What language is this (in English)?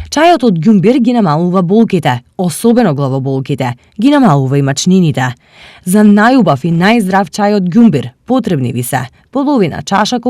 Macedonian